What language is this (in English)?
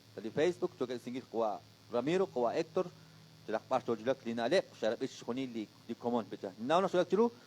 Kekchí